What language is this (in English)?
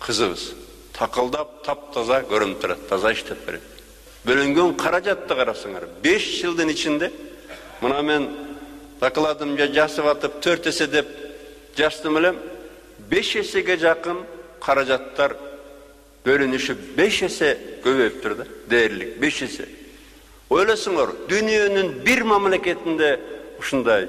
Kyrgyz